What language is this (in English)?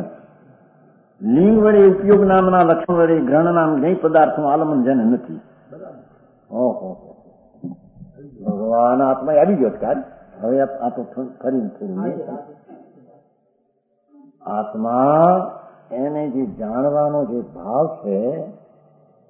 Gujarati